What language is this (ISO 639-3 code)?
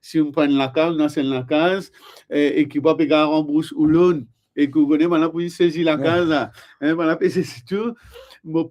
mfe